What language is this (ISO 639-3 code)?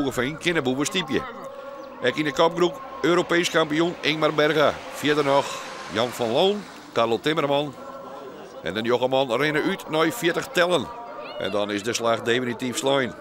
fry